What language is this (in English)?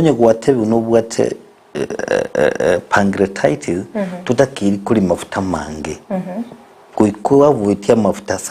Gusii